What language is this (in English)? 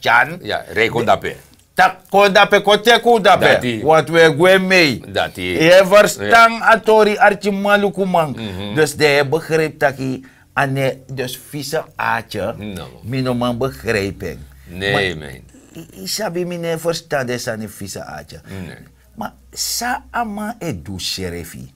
Sranan Tongo